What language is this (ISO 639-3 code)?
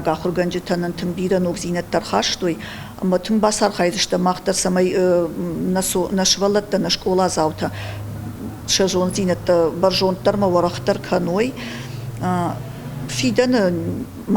oss